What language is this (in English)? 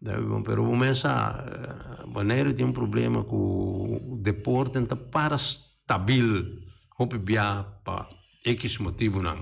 Papiamento